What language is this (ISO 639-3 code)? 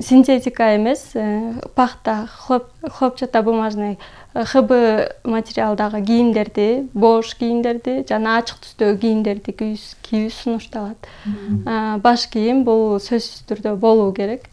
kir